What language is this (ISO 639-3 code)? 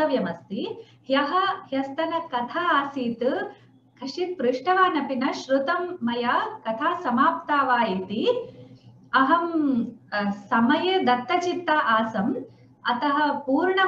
san